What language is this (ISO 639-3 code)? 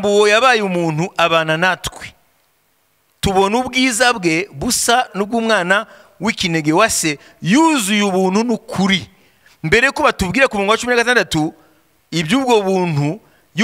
kin